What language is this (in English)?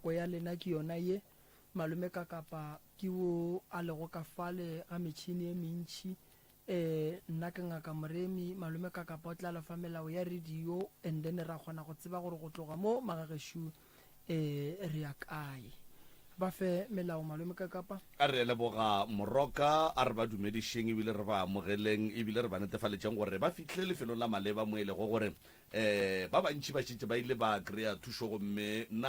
Northern Sotho